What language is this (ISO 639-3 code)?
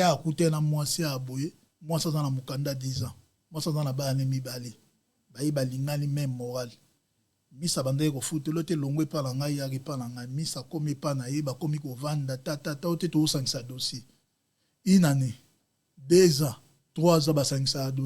lin